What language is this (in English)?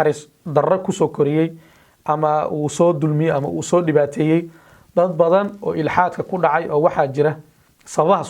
Somali